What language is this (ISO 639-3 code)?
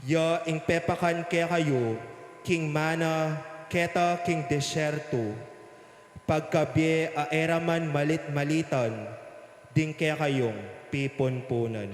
pam